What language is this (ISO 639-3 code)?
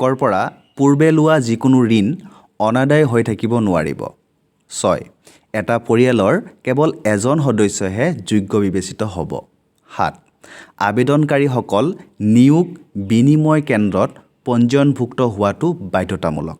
asm